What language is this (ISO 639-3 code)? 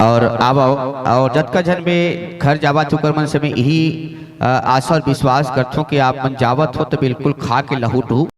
hne